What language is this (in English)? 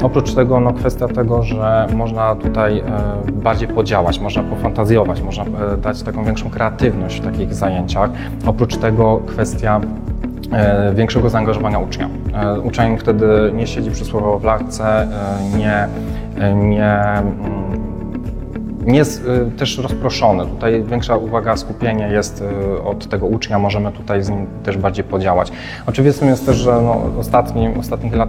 Polish